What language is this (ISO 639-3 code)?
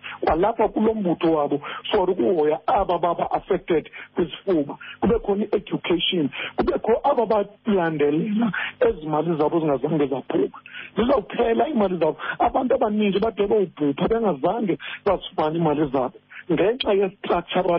xho